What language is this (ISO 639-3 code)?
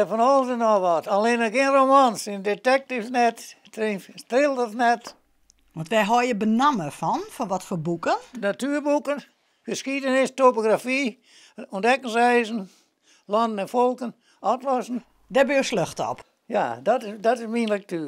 fry